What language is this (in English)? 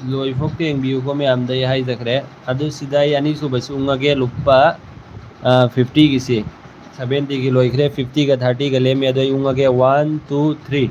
Manipuri